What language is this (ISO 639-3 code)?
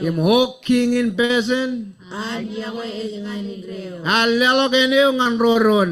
mah